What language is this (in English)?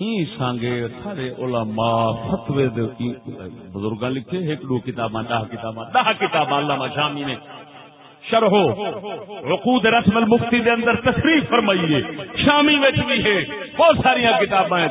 Saraiki